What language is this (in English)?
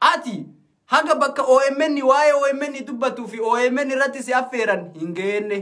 Oromo